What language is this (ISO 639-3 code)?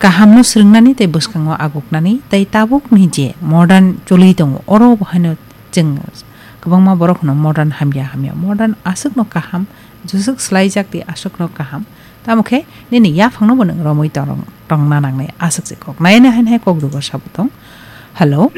trp